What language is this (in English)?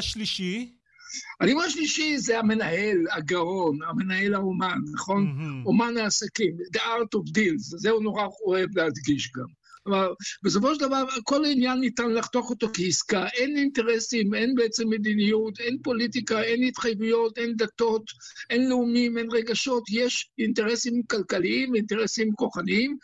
Hebrew